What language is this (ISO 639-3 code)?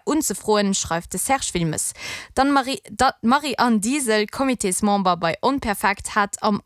ltz